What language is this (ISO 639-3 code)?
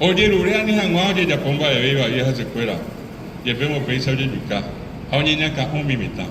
grn